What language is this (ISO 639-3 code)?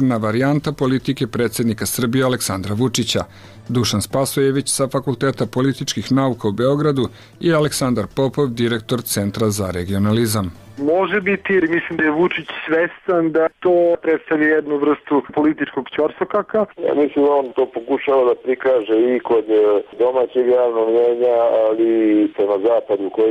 srp